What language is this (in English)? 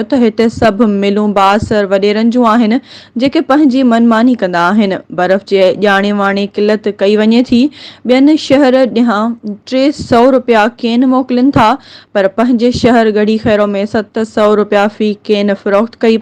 Sindhi